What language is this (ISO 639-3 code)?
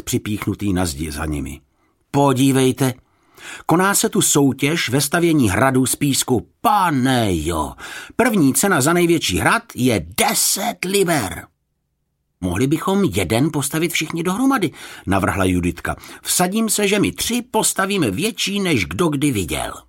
ces